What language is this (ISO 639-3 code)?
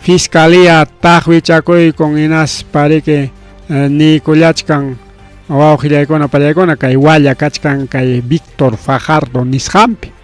quy